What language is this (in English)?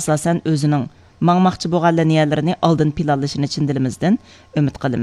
Uyghur